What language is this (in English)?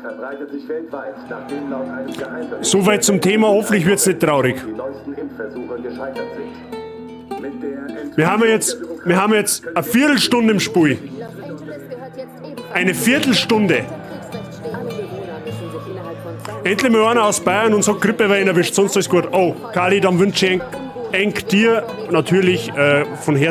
Bavarian